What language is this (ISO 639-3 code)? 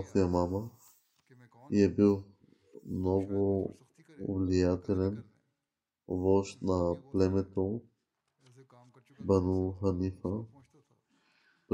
bul